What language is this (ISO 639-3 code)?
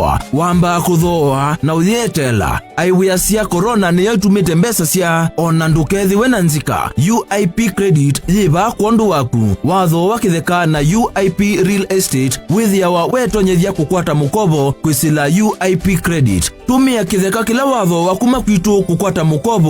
kam